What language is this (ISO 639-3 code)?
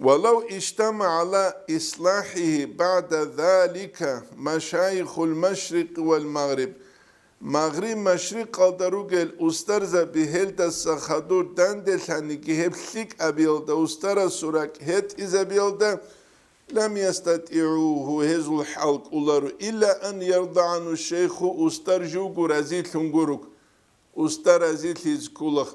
ava